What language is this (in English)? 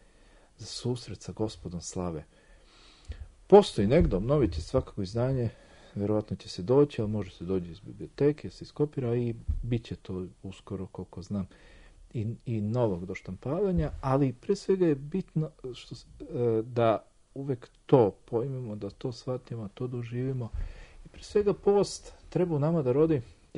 Serbian